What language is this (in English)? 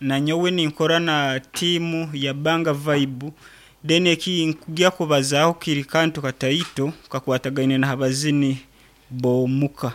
Nyankole